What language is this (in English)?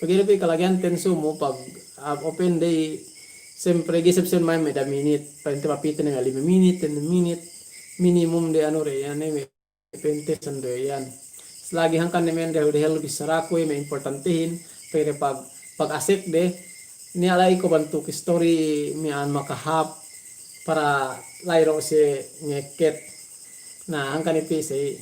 Yakan